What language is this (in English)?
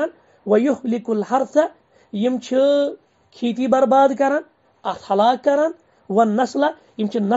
Kashmiri